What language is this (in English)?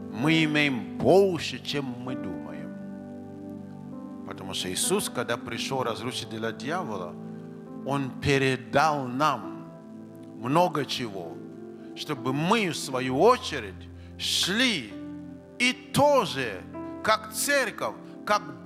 Russian